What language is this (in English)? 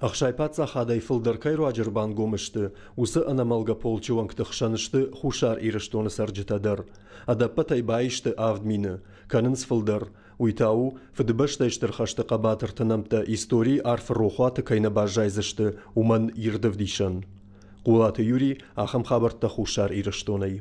Ossetic